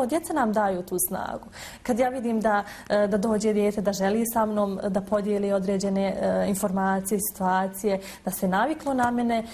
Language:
Bosnian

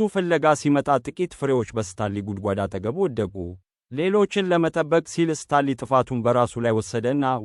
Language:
Amharic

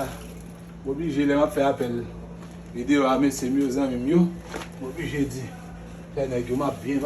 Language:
Haitian Creole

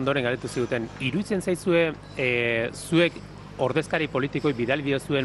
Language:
Basque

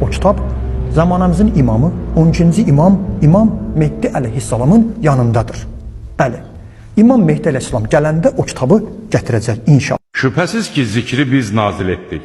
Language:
Azerbaijani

